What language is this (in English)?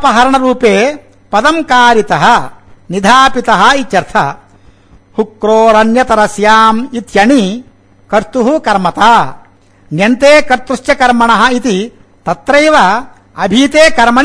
Sanskrit